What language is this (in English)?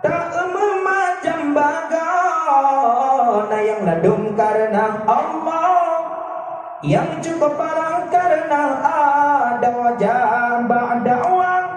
Achinese